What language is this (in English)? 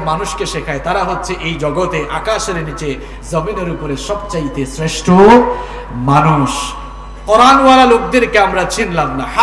Bangla